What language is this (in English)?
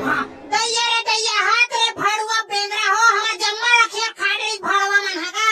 Chhattisgarhi